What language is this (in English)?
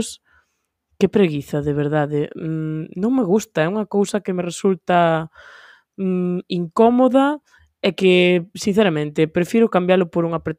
Galician